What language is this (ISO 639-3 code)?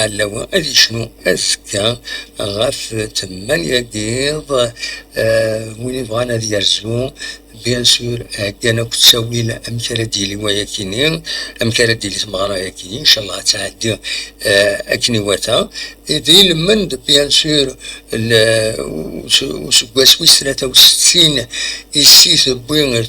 kab